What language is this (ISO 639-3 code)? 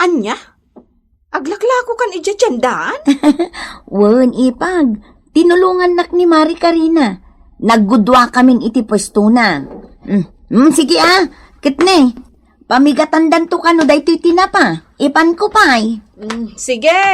ilo